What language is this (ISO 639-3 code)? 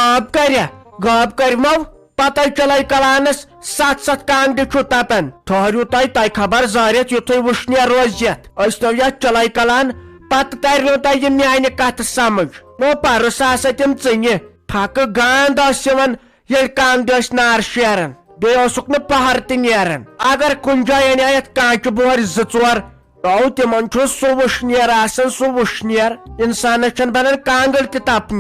kas